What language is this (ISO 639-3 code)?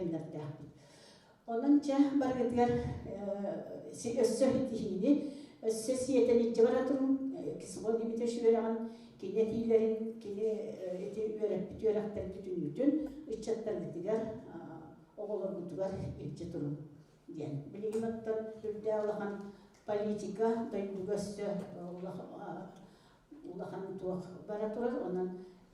sah